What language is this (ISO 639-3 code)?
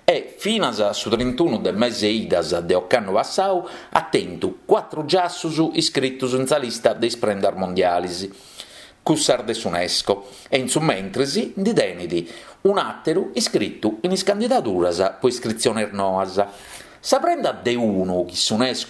srd